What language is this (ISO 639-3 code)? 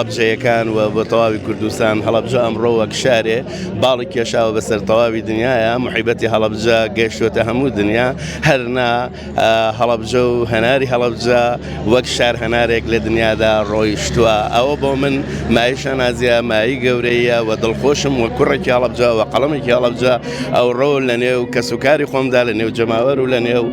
ckb